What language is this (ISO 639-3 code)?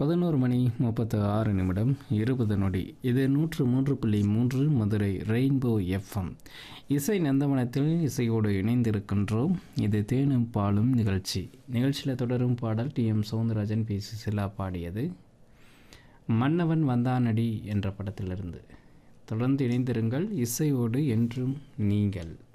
tam